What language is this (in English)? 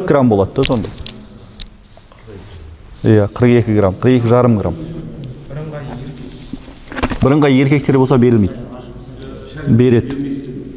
Kazakh